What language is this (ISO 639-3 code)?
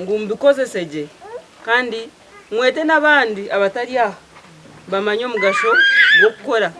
nyn